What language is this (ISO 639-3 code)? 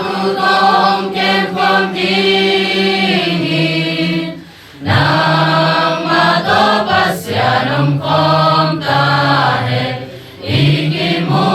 ctd